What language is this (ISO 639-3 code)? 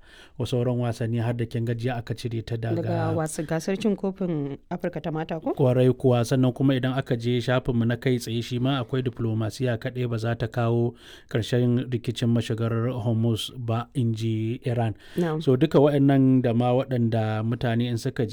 hau